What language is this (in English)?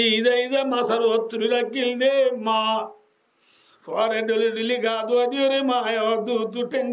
Rohingya